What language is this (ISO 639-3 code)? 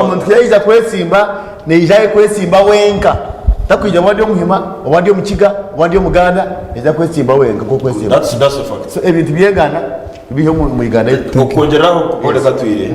nyn